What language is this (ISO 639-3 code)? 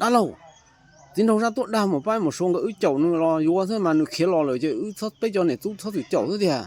hmn